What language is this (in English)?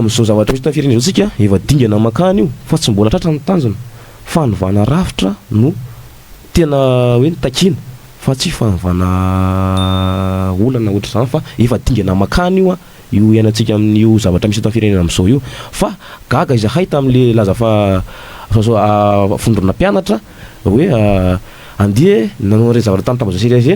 Malagasy